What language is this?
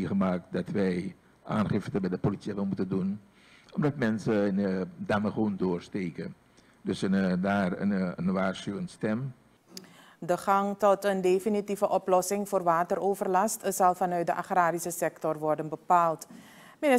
Dutch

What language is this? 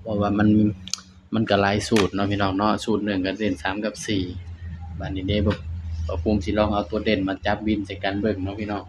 Northeastern Thai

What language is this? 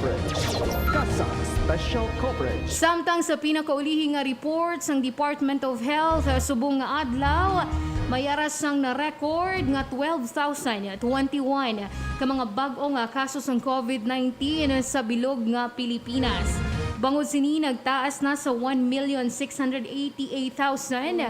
Hiligaynon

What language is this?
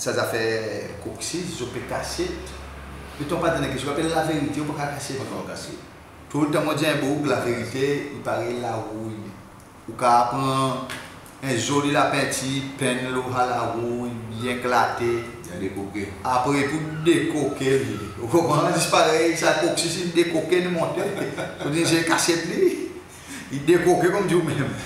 Seselwa Creole French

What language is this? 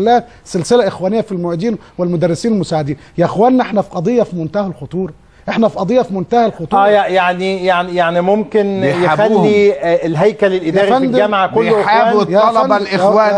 Egyptian Arabic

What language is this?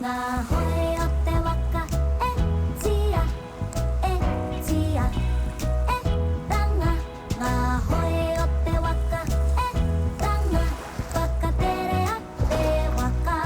Māori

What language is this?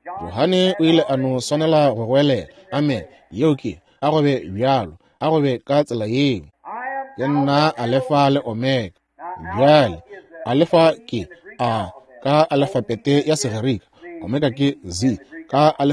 Northern Sotho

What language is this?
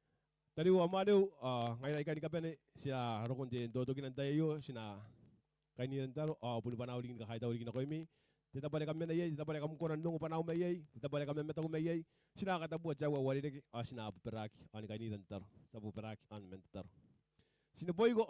Gilbertese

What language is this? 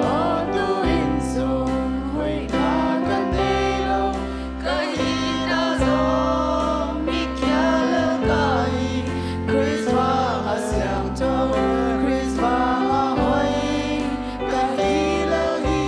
Tedim Chin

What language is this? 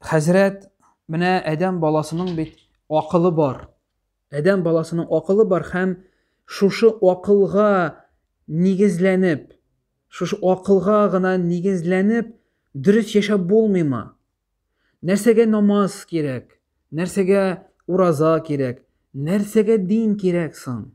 Tatar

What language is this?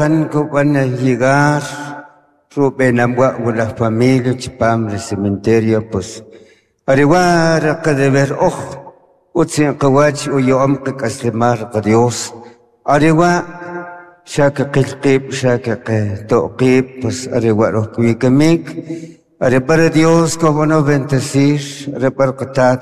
Kʼicheʼ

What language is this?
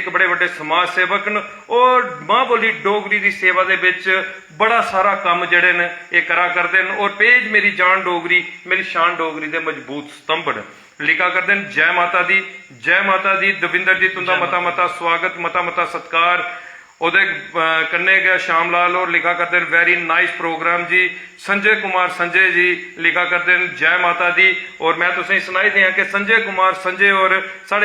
Dogri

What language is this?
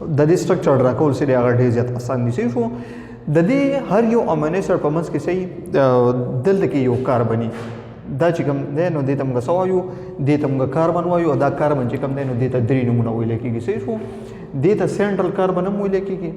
Pashto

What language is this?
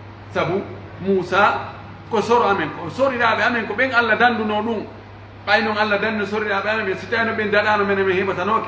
Pular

